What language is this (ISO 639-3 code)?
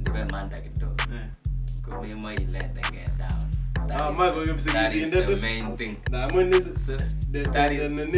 kln